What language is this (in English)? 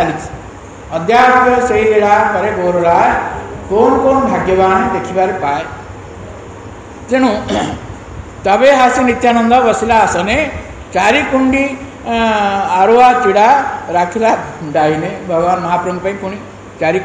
Odia